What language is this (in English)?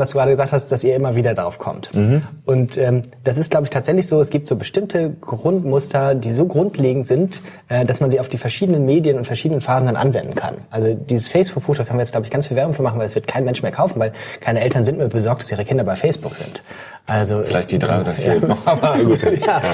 German